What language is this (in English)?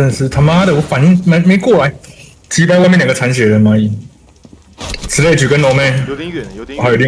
Chinese